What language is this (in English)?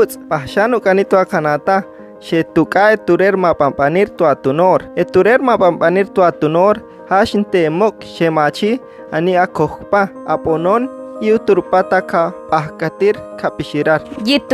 Chortí